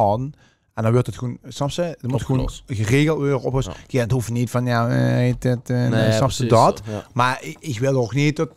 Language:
Limburgish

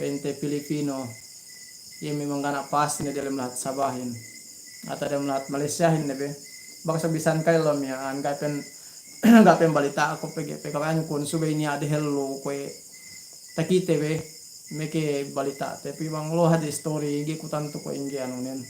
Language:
Yakan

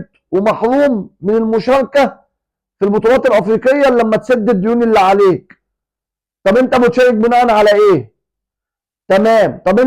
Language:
Egyptian Arabic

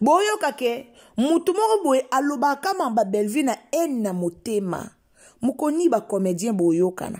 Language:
Lingala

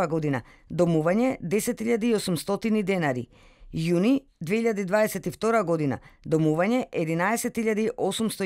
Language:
Macedonian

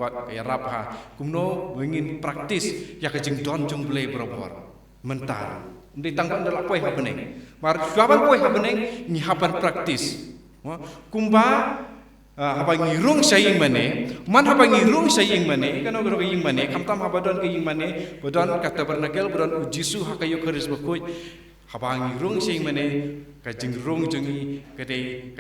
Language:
Khasi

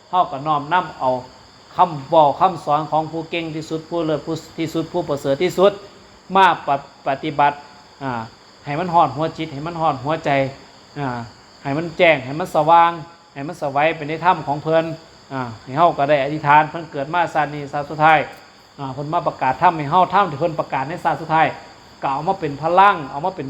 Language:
Northeastern Thai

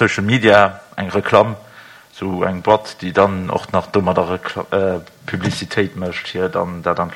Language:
Luxembourgish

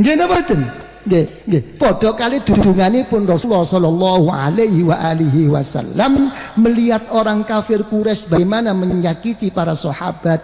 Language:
Javanese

